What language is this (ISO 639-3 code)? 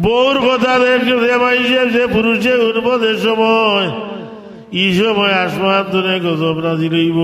syl